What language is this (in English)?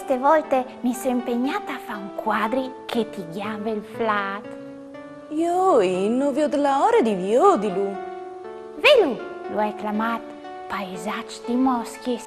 Friulian